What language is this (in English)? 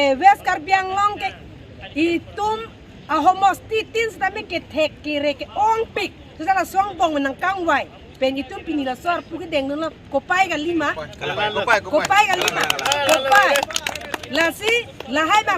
Karbi